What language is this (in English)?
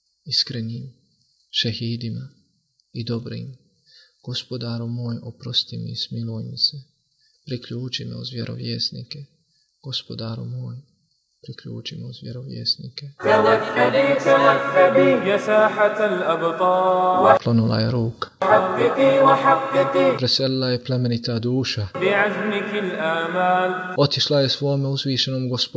Bosnian